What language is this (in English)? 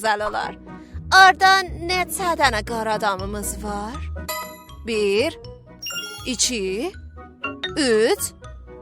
South Azerbaijani